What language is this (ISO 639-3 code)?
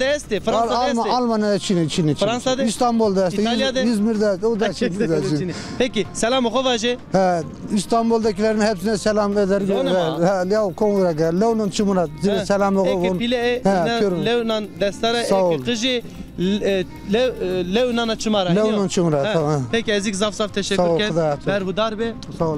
zza